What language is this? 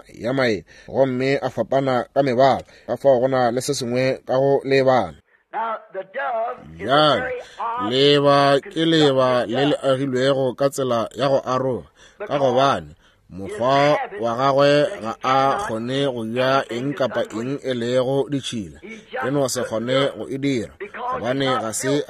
Northern Sotho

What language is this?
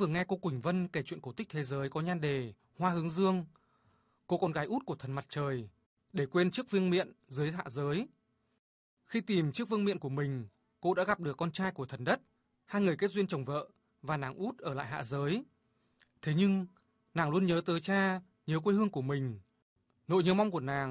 Vietnamese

